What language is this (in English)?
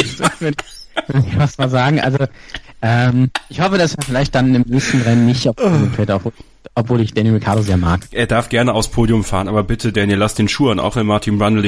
German